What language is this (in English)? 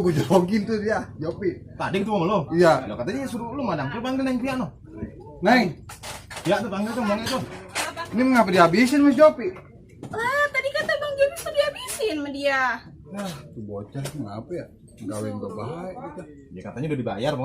Betawi